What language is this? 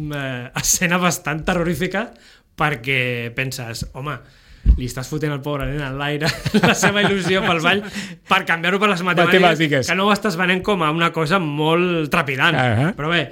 Catalan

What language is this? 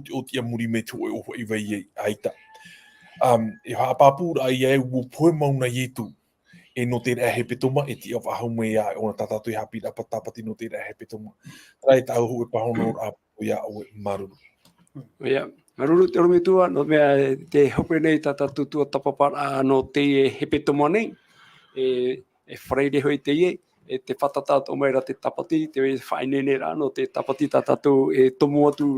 Tahitian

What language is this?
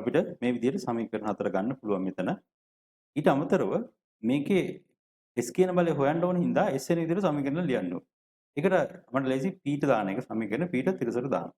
Sinhala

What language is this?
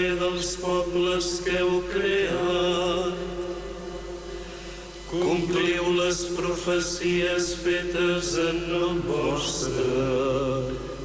Catalan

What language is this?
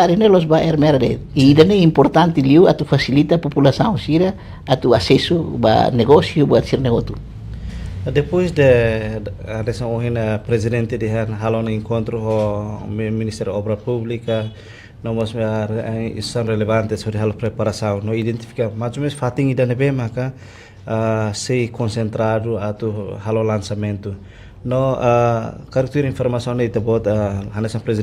Tetum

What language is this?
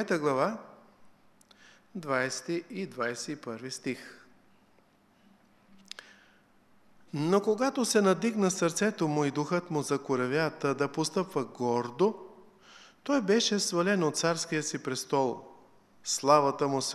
Bulgarian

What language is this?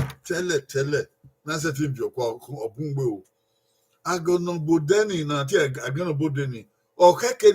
Bini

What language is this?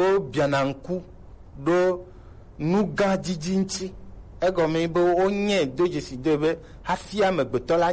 Gen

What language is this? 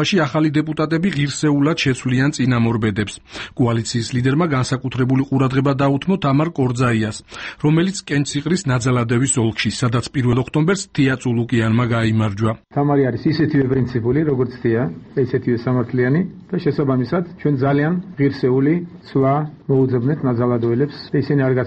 Georgian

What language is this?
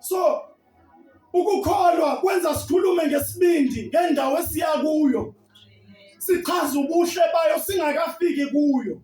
Zulu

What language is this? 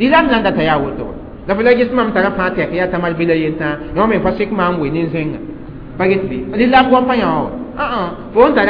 Mossi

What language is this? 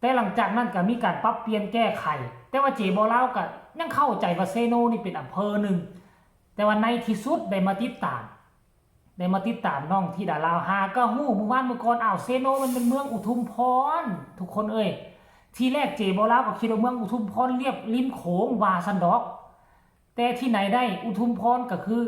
Lao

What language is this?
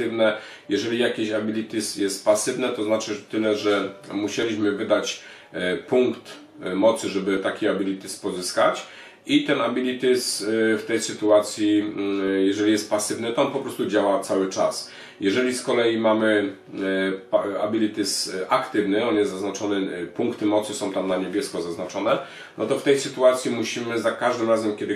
Polish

